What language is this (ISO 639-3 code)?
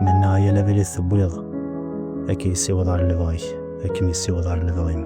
kab